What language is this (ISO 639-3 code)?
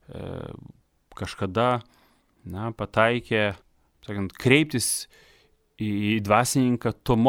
lit